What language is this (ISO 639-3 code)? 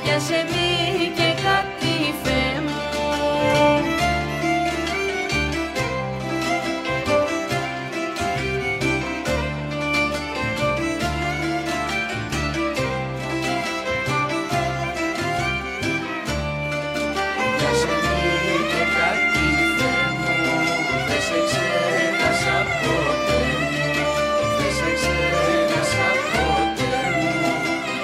ell